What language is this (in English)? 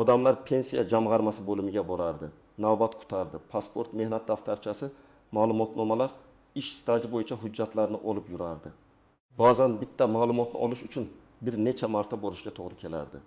Uzbek